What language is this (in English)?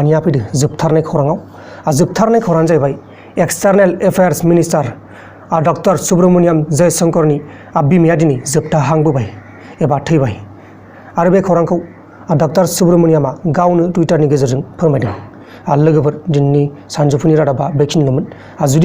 Bodo